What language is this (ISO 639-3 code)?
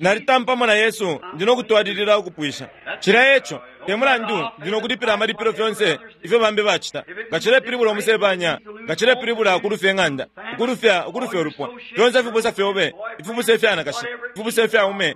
bem